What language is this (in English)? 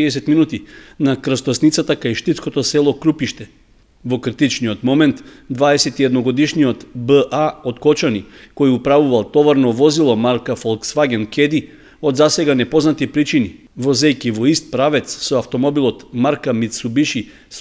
Macedonian